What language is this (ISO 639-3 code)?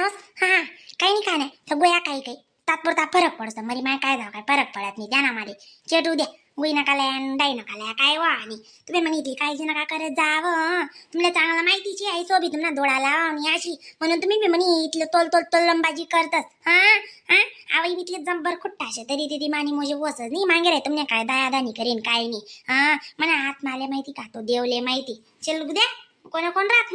khn